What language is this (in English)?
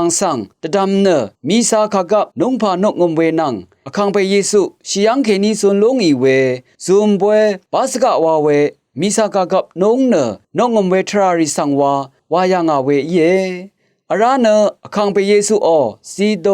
Rawang